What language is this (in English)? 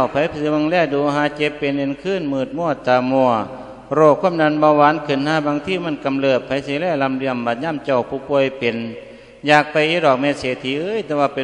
Lao